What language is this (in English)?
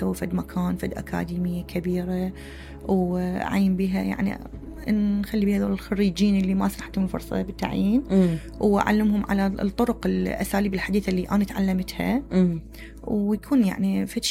Mesopotamian Arabic